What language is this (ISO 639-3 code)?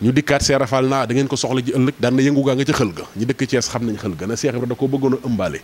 wol